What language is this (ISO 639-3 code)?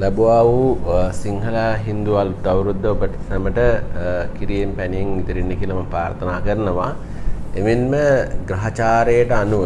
sin